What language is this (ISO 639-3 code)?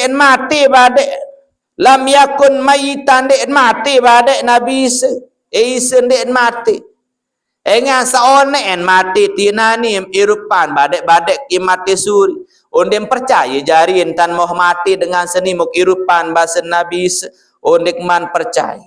sas